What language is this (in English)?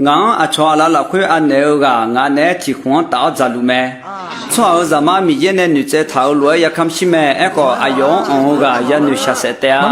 Akha